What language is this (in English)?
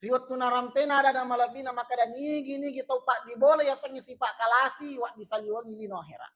Buginese